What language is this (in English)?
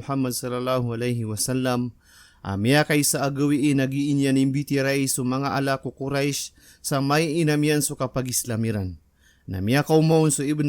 Maranao